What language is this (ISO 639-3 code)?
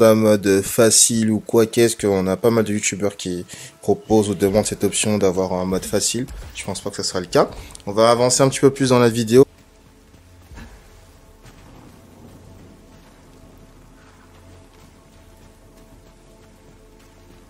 fra